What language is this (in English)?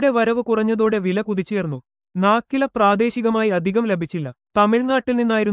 Malayalam